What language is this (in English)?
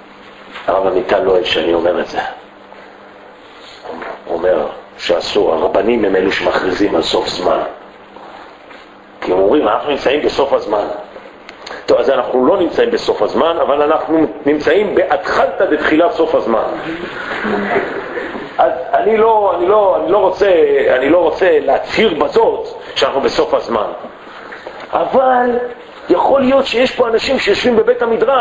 Hebrew